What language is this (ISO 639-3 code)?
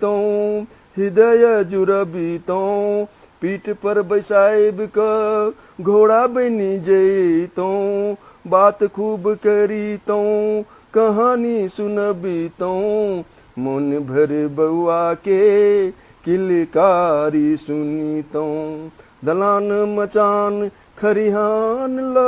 mai